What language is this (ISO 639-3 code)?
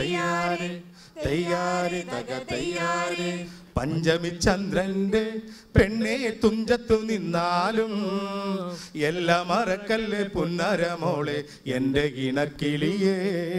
mal